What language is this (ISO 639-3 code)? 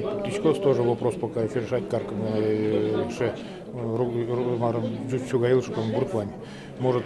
udm